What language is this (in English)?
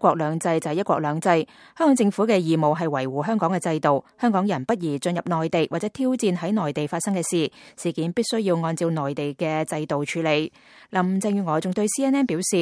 Cantonese